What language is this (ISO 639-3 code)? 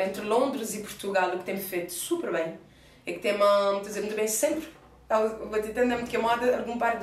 kea